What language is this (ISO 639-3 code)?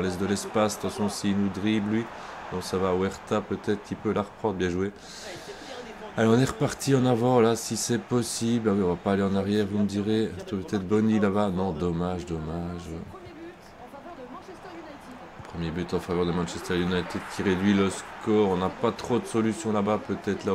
fra